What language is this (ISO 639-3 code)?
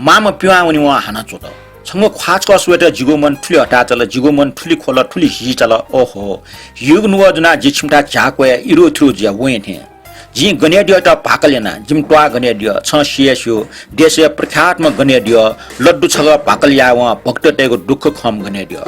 new